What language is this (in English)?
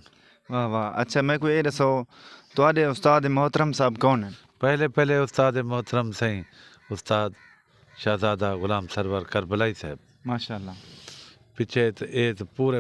Saraiki